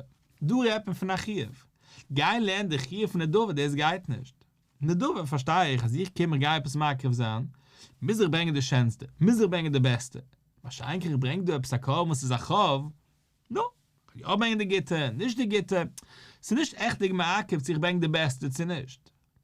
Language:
Yiddish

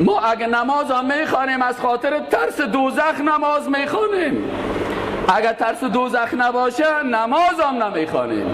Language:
Persian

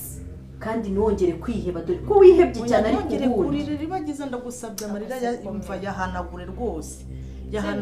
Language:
Kinyarwanda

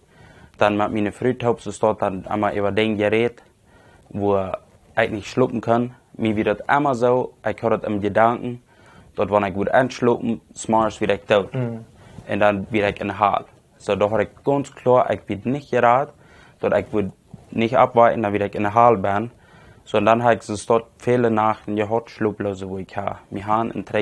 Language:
Plautdietsch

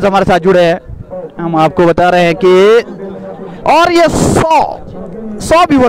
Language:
Hindi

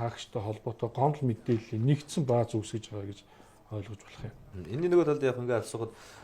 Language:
Mongolian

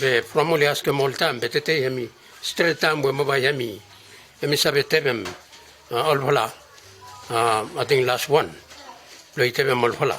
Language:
Bislama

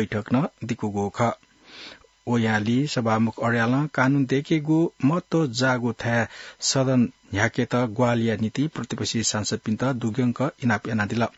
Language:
Newari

